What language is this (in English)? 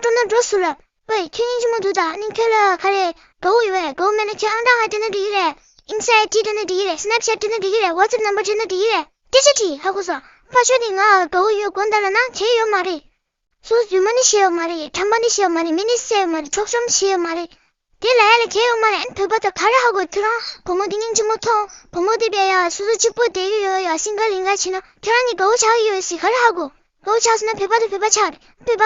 Tibetan